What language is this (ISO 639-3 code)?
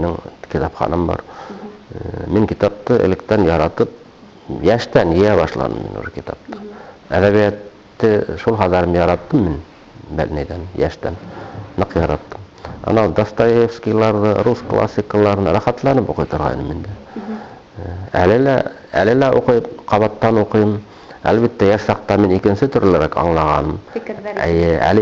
bak